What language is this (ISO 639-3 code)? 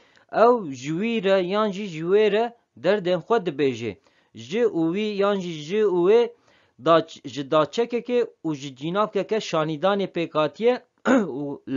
kur